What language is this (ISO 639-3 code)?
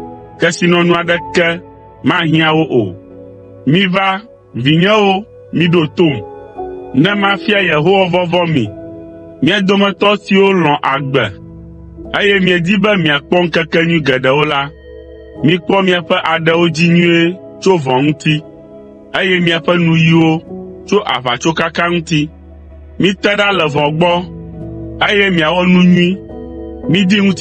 ewe